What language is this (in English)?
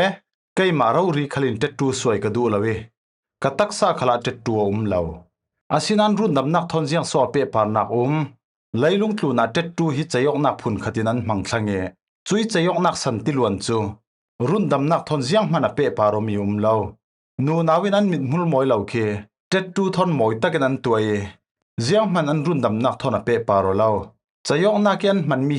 Falam Chin